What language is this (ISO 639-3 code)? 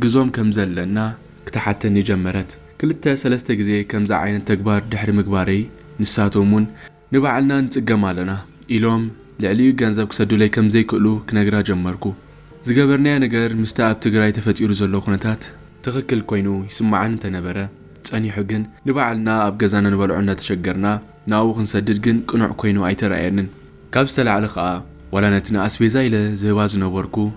tir